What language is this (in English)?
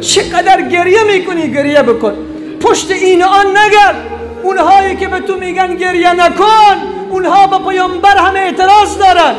Persian